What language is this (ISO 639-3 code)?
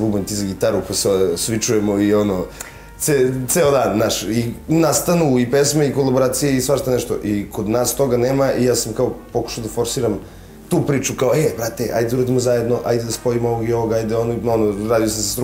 srp